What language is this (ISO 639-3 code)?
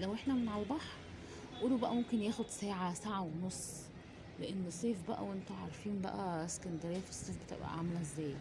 arz